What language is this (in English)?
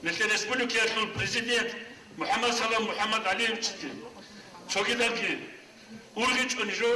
Avaric